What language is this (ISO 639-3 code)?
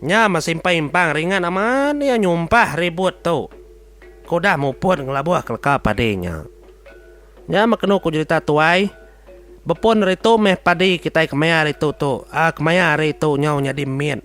iba